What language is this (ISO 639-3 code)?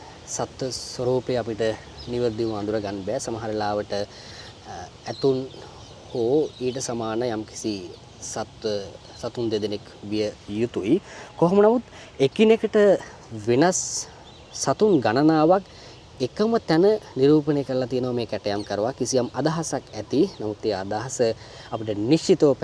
sin